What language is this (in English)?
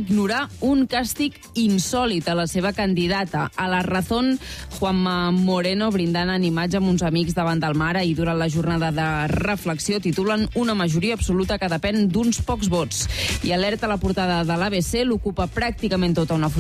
Catalan